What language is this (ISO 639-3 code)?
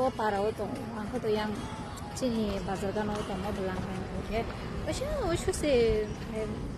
trp